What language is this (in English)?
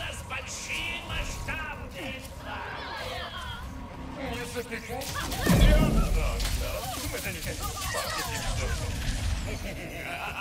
Russian